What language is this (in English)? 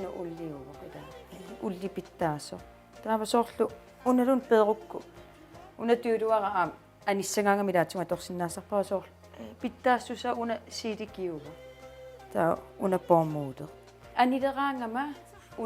Kalaallisut